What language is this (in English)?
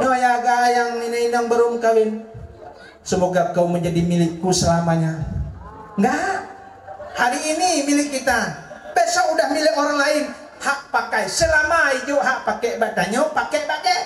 Achinese